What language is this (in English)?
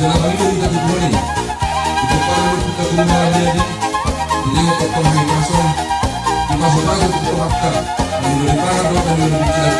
Batak Toba